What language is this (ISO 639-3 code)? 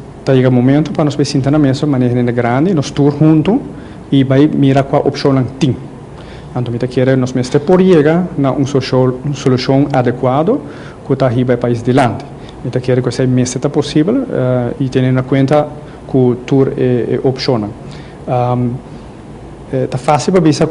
pap